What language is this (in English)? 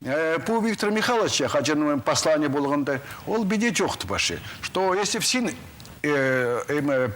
Khakas